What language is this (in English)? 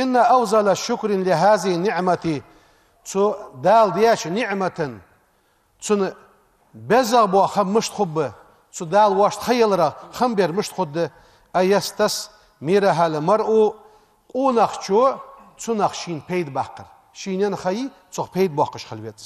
Ingush